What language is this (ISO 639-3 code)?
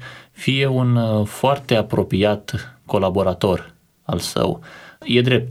ron